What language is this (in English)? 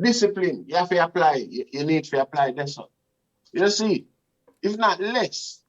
Jamaican Creole English